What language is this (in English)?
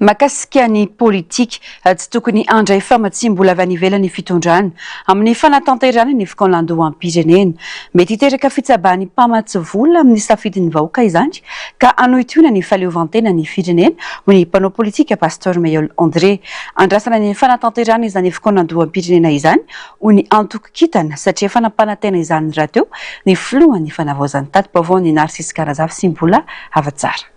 Malagasy